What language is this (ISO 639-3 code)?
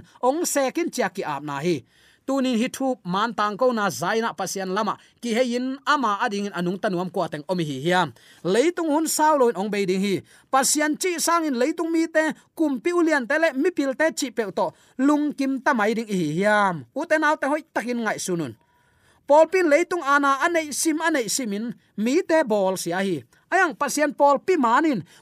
ctd